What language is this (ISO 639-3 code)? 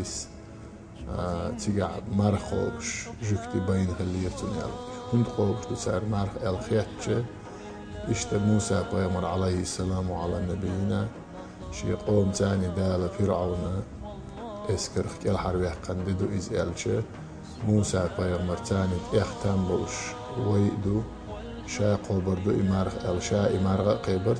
che